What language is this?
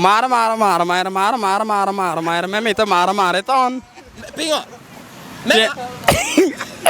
Lango (Uganda)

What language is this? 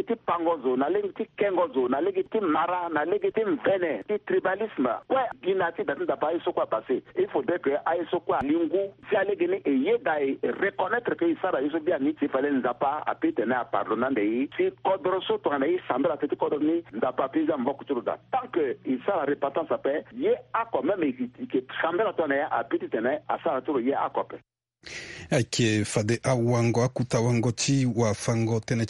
Sango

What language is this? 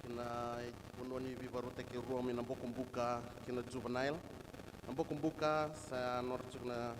Fijian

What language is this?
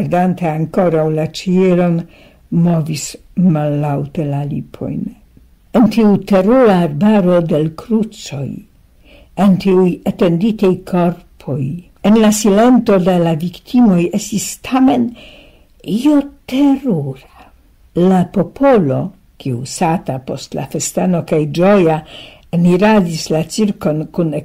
Esperanto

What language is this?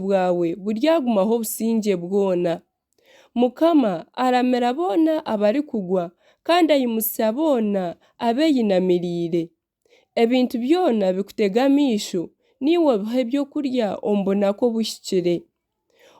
Nyankole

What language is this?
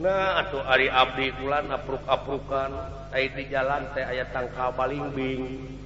Sundanese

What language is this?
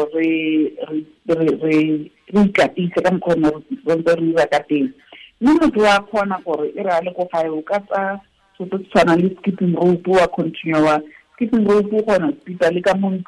Tswana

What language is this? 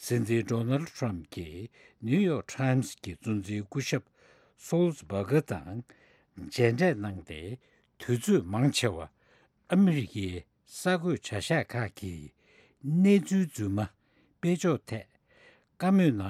Tibetan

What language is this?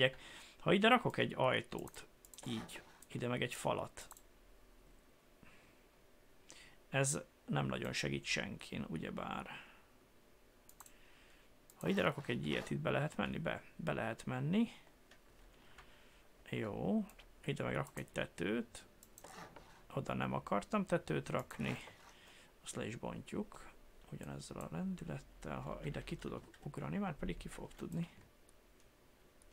Hungarian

